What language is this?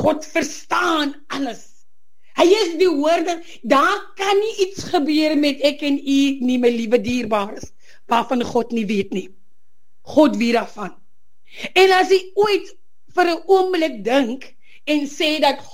Afrikaans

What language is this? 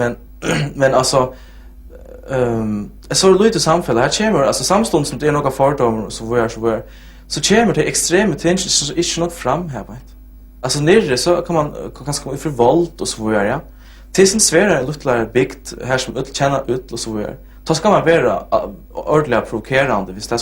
Faroese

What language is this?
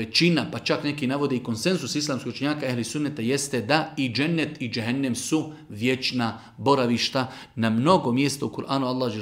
Bosnian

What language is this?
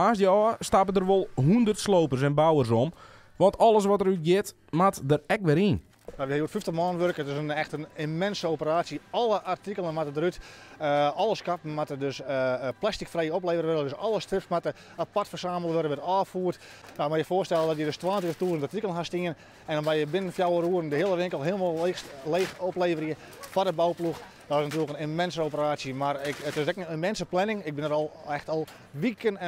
Western Frisian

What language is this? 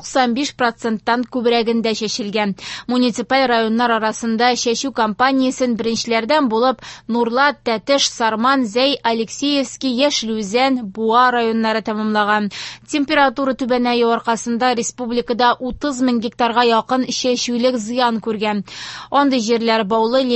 Tatar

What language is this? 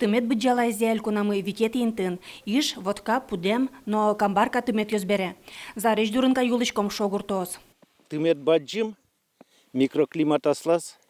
Udmurt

